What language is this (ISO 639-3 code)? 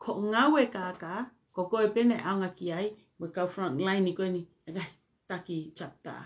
ton